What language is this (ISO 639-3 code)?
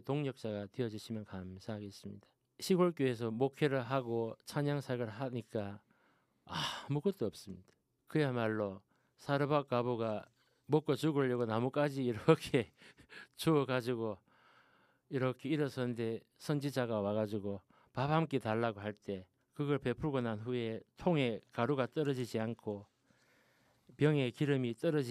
kor